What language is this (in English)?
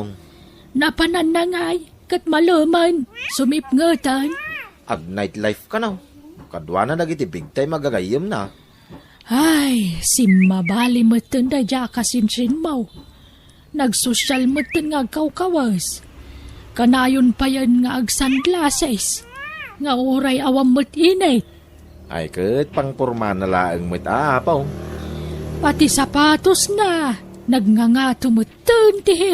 Iloko